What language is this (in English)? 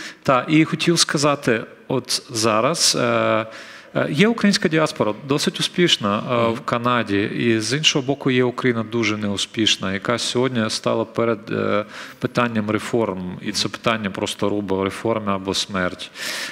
Ukrainian